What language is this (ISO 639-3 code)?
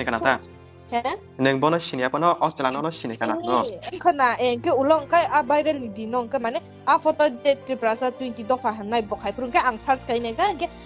trp